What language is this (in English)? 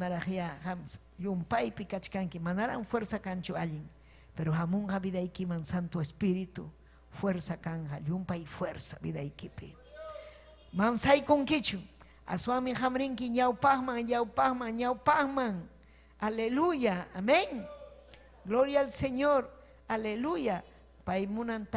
Ayacucho Quechua